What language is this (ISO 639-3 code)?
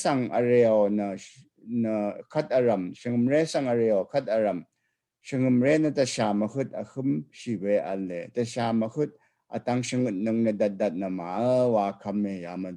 raw